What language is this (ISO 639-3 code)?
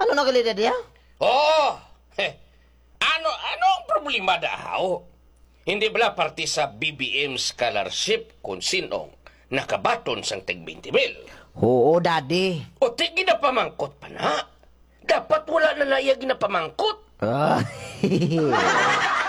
hil